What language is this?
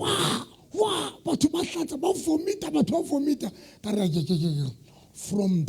Southern Sotho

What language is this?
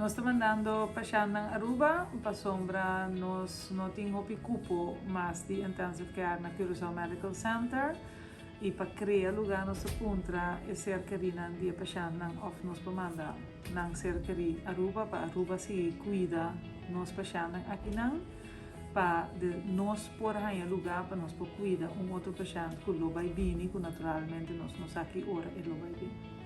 Papiamento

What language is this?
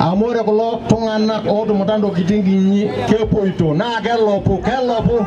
Masai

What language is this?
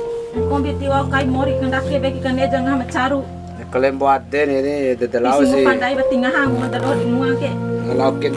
Bima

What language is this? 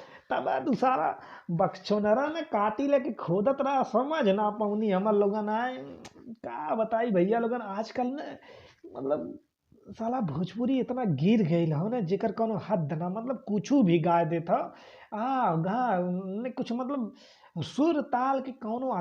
Bhojpuri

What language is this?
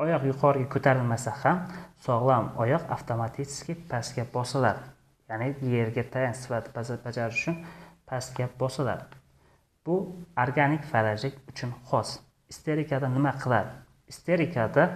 Uzbek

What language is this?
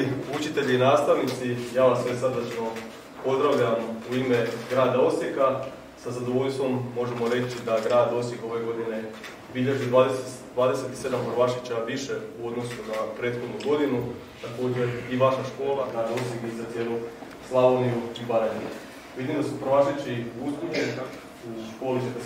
Croatian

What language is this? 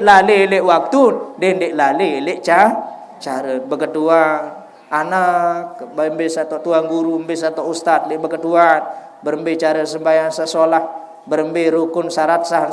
Sasak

